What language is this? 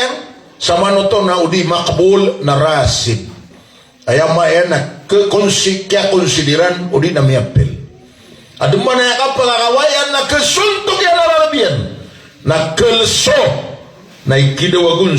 Maranao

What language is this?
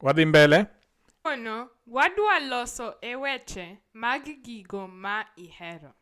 Luo (Kenya and Tanzania)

